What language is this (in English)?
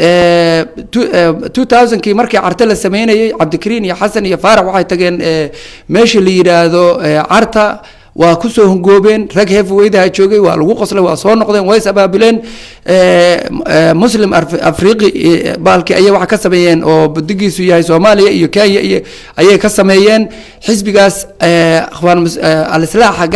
Somali